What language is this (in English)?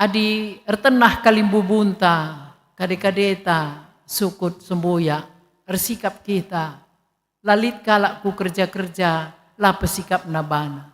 Batak Karo